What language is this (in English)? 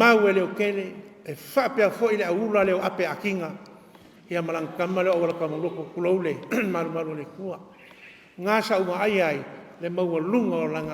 Samoan